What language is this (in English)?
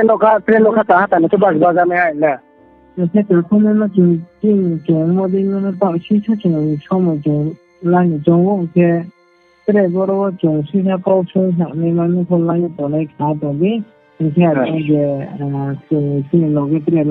Riang (India)